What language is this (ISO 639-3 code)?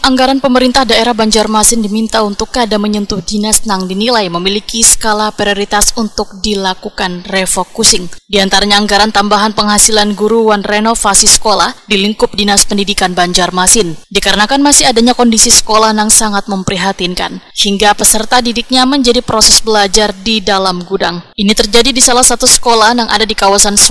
bjn